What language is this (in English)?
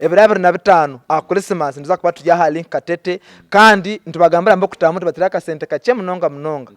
Nyankole